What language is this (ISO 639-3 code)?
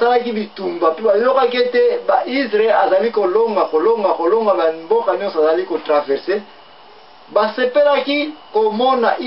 lin